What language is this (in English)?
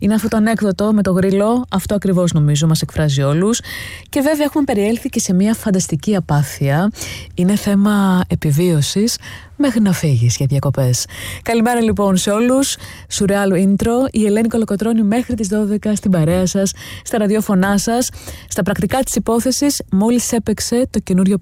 Greek